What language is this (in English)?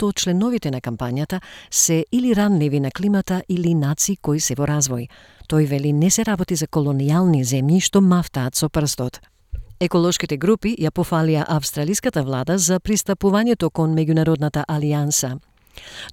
Macedonian